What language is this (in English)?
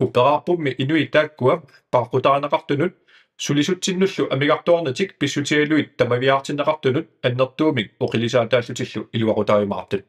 Kalaallisut